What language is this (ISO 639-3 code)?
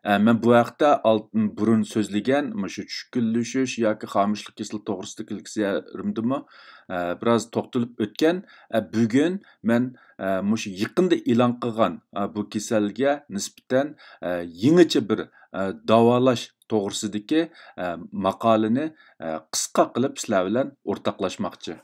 uig